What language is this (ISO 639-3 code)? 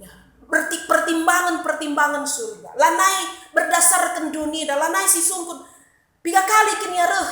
btx